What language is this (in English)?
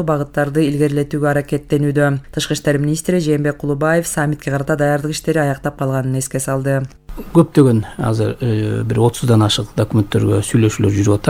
Kyrgyz